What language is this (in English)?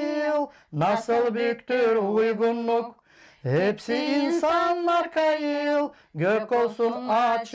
Gagauz